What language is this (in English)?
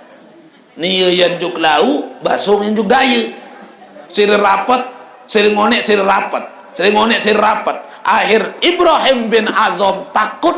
Sasak